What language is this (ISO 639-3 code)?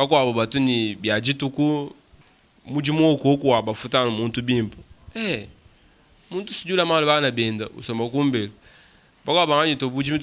lua